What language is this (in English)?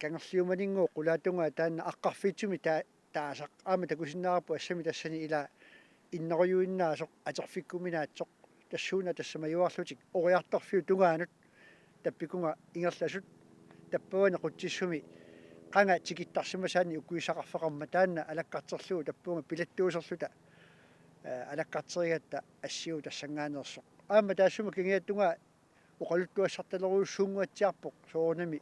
Kalaallisut